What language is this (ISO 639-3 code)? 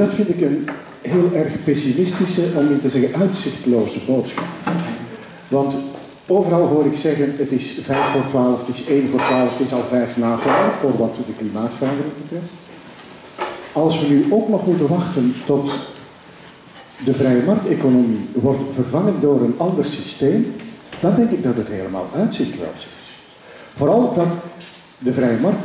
nld